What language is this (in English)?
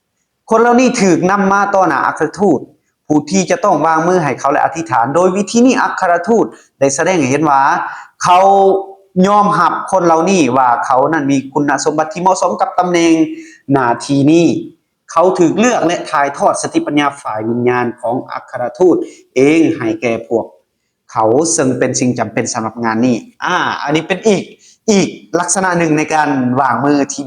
Lao